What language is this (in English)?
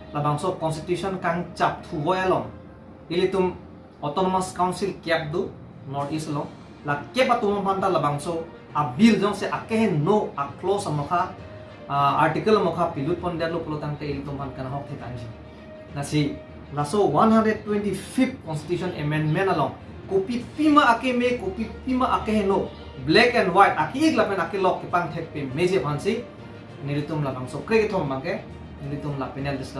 Karbi